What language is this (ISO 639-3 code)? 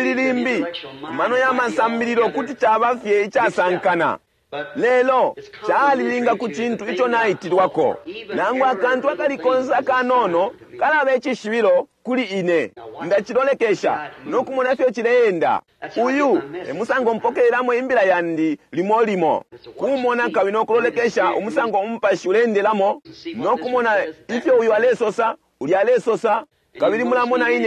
bem